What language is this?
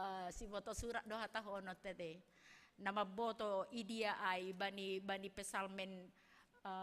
Batak Simalungun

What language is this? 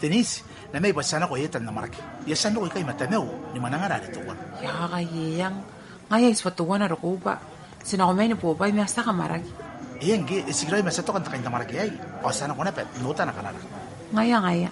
Gilbertese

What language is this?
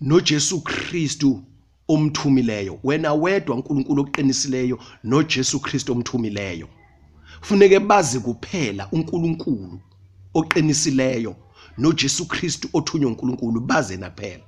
Zulu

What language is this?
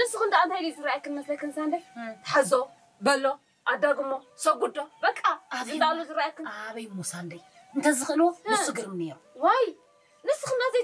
Tigrinya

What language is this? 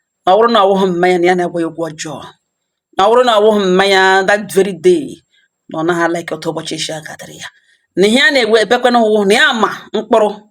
Igbo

